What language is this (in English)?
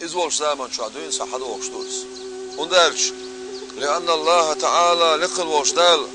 Chechen